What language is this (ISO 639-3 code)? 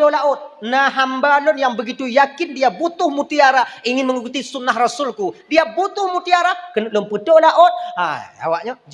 ace